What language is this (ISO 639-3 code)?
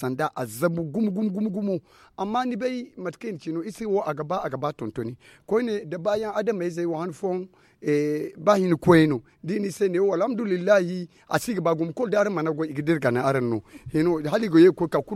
dje